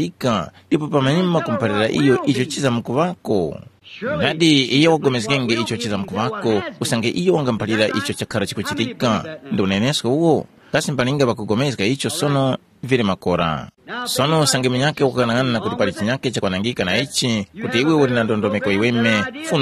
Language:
Tumbuka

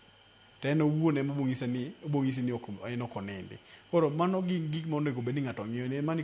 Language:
Luo (Kenya and Tanzania)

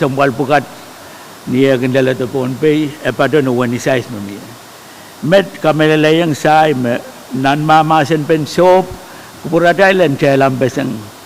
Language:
Pohnpeian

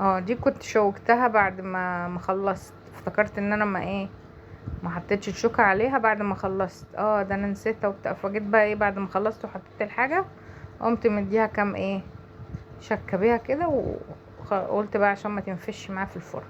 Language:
Egyptian Arabic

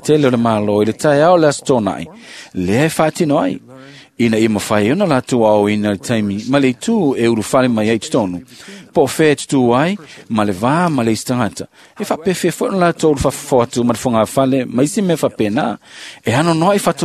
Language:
Samoan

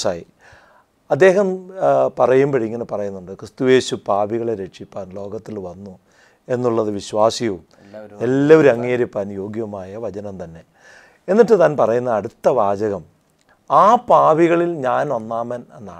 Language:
Malayalam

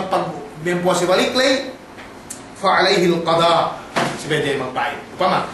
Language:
Yakan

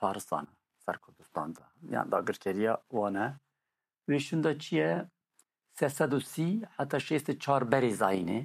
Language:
Kurdish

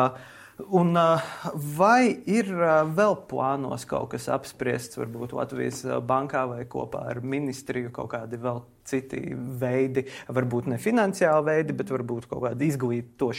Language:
Latvian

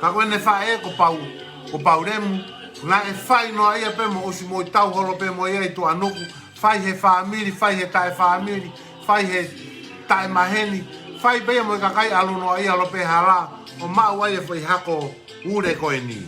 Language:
Tongan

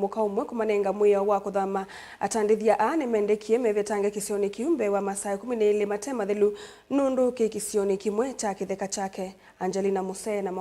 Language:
Kamba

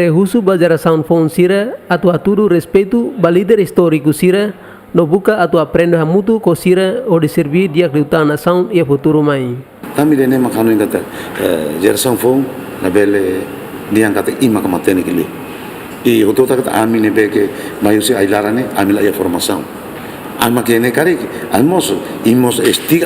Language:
Tetum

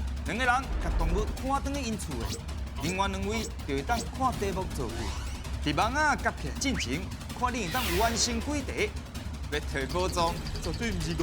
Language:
Min Nan Chinese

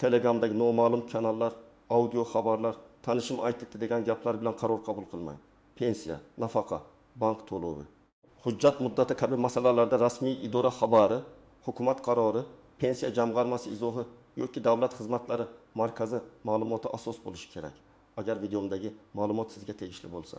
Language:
Uzbek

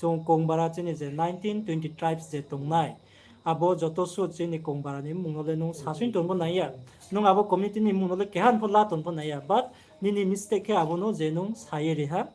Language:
Riang (India)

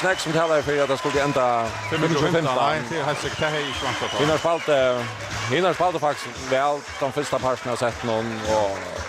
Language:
Faroese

